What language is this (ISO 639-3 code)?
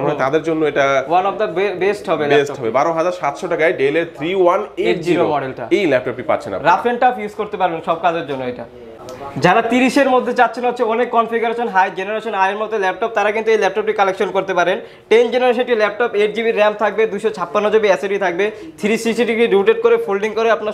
ben